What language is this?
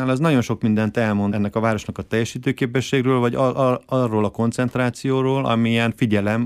Hungarian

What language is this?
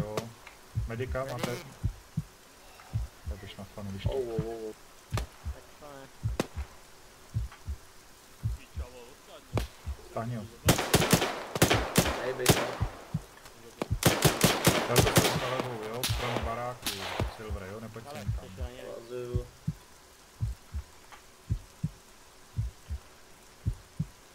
Czech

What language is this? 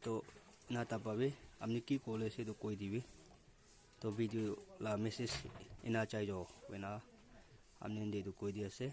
Naga Pidgin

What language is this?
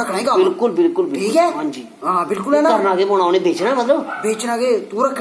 Dogri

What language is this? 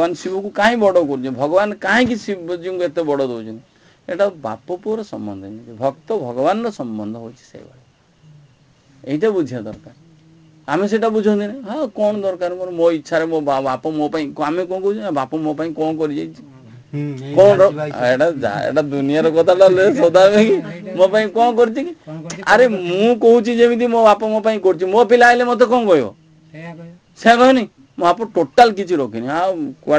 Odia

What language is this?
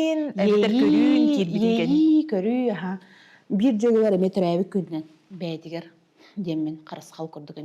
Yakut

